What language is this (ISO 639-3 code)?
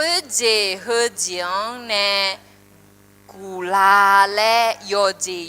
ahk